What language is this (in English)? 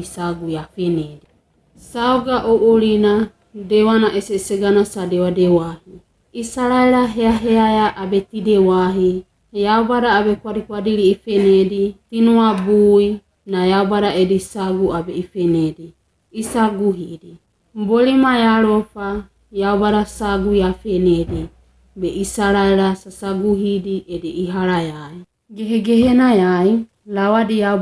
Wagawaga